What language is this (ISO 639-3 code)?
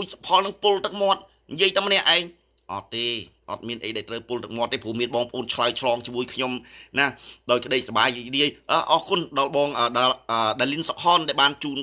khm